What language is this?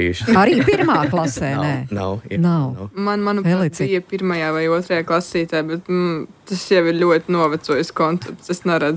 Latvian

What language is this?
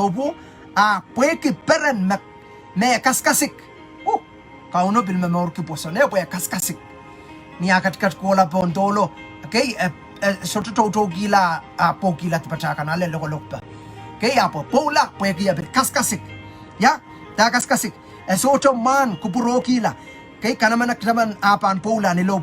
Pohnpeian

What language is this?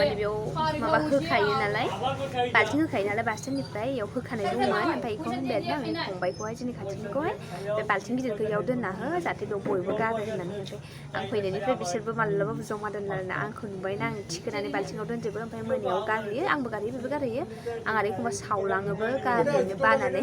Bodo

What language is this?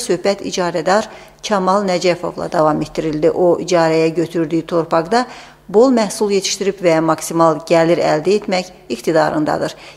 Azerbaijani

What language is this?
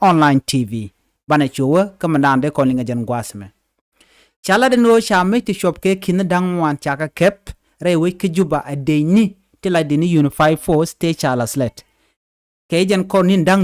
Nuer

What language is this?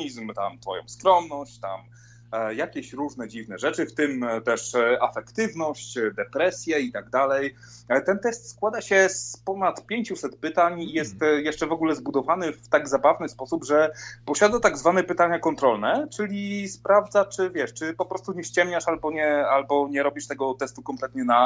Polish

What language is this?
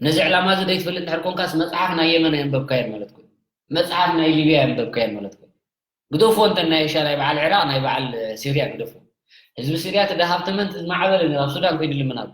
Tigrinya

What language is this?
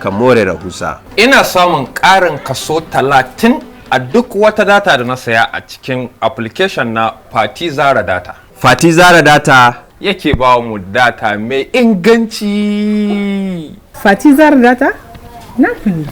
Hausa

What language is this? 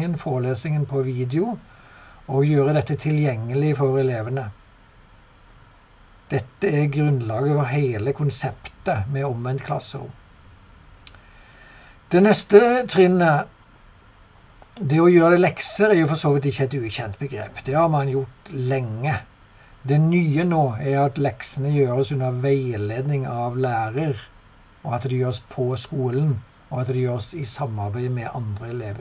Norwegian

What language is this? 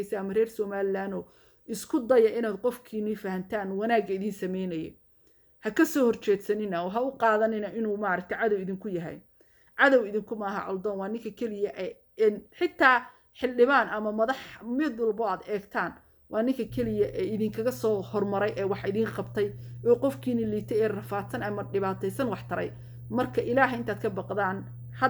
Somali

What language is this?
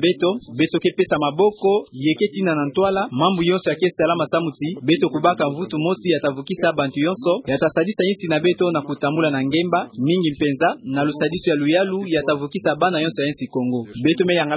Kituba (Democratic Republic of Congo)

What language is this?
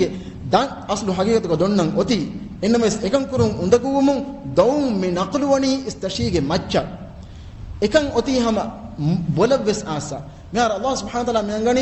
Divehi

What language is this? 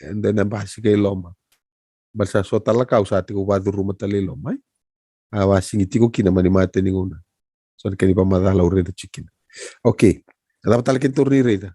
Fijian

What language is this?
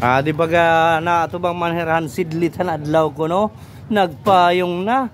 Waray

